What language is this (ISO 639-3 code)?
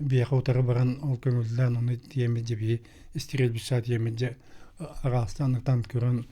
sah